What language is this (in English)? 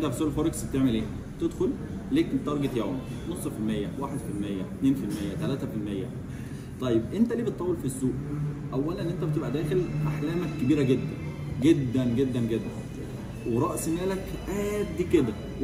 Egyptian Arabic